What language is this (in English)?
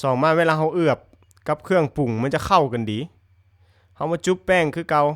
Lao